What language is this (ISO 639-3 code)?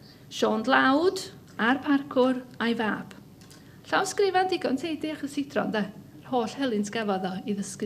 cym